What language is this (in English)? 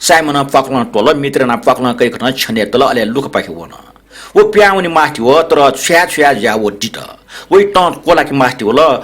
Newari